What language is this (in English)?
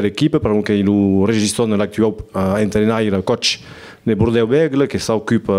Occitan